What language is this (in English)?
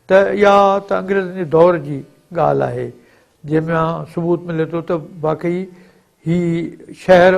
Sindhi